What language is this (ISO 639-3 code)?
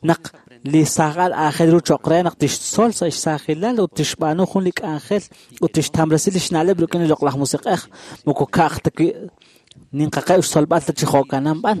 kek